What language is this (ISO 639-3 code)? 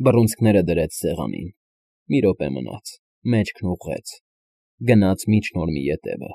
hye